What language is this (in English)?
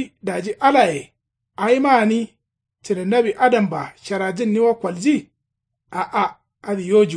Kanuri